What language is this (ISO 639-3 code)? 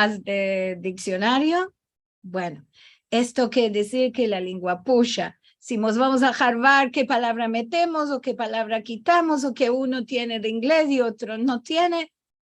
lad